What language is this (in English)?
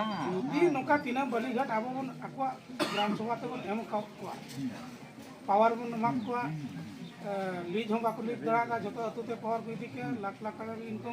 Santali